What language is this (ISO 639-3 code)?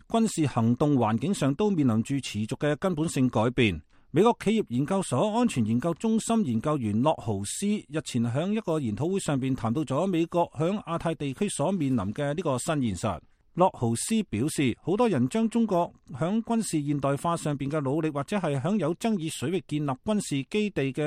yue